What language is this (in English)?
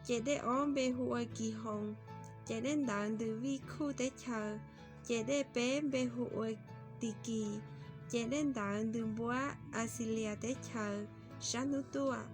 Hmong